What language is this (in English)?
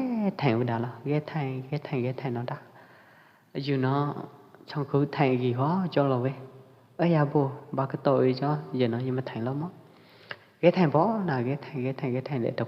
Pwo Eastern Karen